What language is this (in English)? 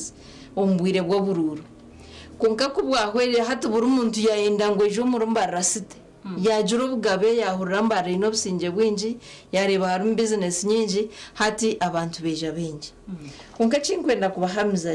Nyankole